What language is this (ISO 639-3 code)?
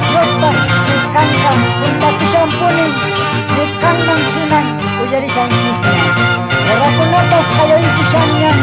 que